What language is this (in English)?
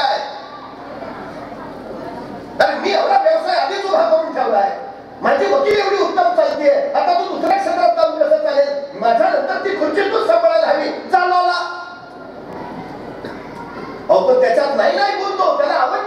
Marathi